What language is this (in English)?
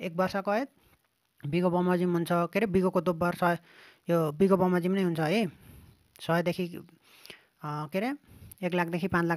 Nepali